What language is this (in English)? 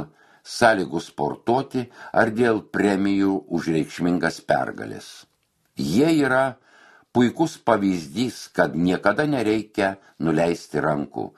Lithuanian